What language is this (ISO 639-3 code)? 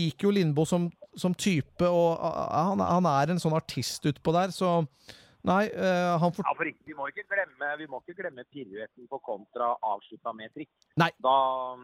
nor